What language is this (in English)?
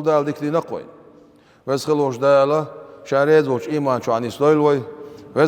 Chechen